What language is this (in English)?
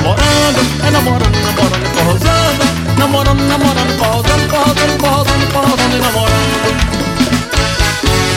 Portuguese